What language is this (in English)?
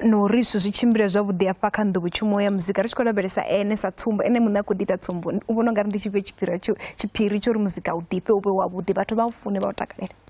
Venda